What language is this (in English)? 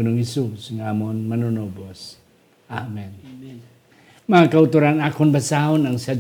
Hiligaynon